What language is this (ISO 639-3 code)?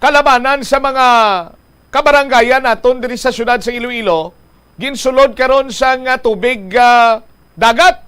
hil